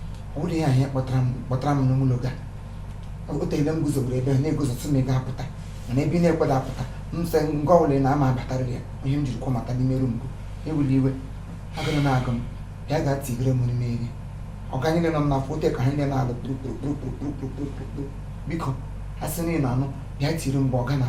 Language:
Igbo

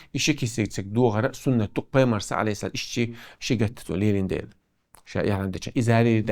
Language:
Chechen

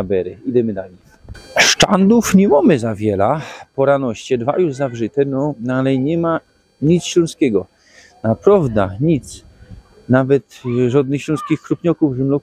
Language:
Silesian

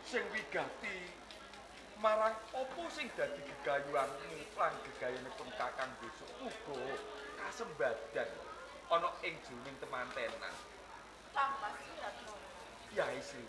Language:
Javanese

